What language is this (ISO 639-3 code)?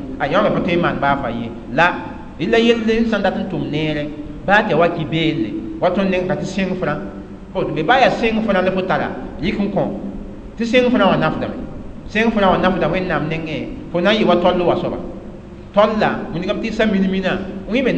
mos